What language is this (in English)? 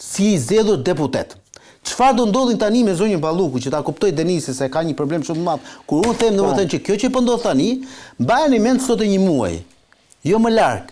Albanian